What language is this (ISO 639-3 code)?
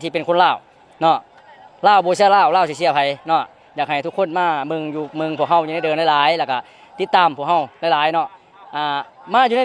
lao